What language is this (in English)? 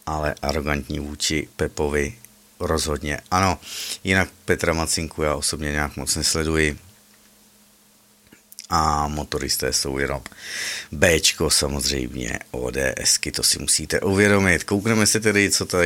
Czech